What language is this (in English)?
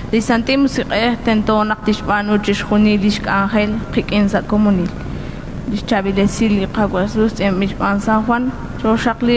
Kekchí